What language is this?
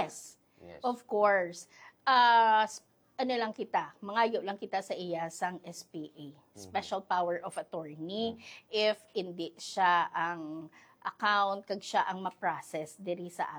Hiligaynon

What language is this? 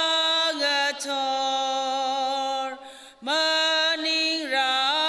Tangkhul Naga (India)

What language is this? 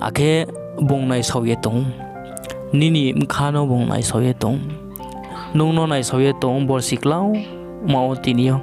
Riang (India)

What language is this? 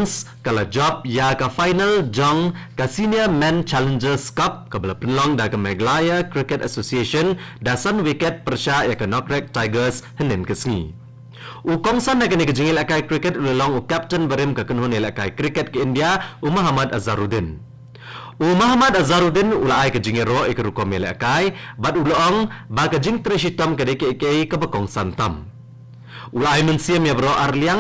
Khasi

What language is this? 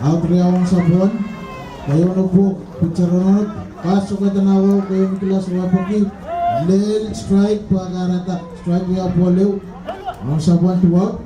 Pohnpeian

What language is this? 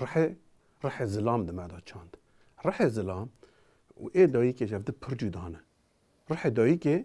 Kurdish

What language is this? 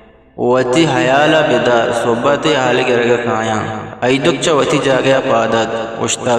Eastern Balochi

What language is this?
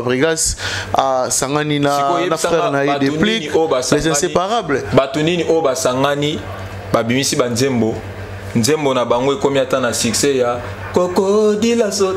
Lingala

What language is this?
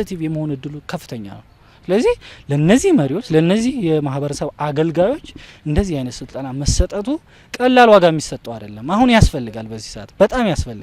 Amharic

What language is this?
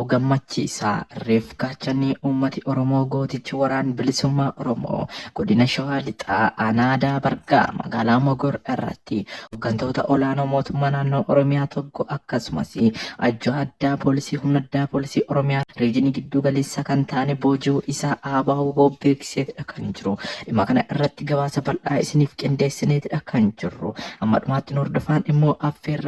Oromo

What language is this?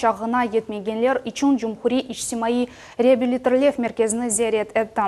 Crimean Tatar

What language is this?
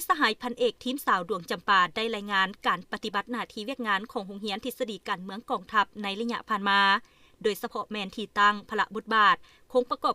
Lao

